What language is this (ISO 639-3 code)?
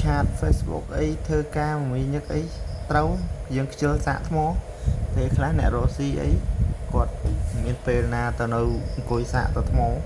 khm